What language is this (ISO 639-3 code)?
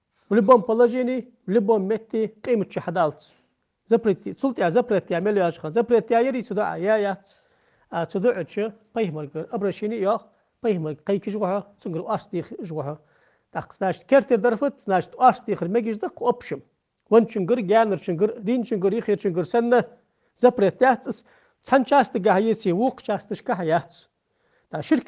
inh